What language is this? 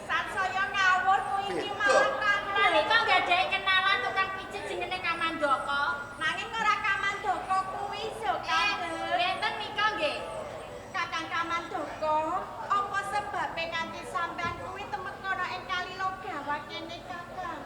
Javanese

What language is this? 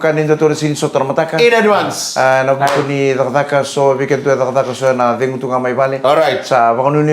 Fijian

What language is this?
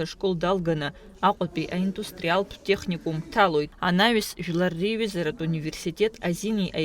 Abkhazian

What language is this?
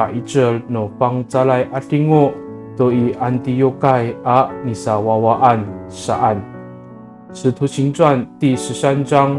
Amis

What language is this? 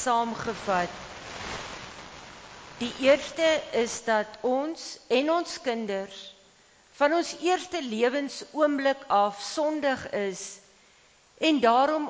Afrikaans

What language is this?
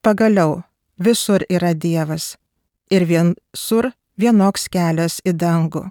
Lithuanian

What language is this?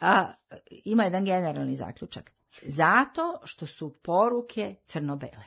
Serbian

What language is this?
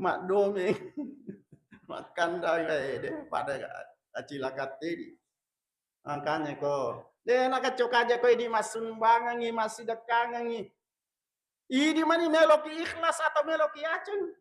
Buginese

